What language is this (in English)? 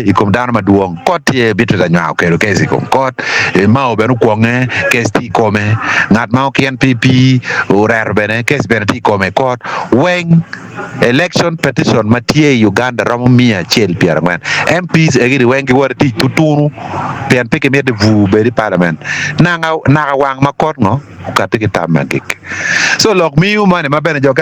Acoli